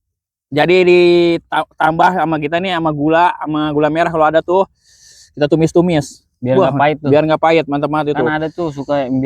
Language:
Betawi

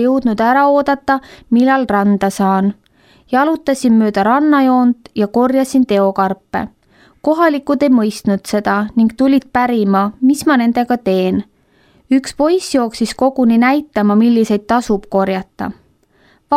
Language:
Estonian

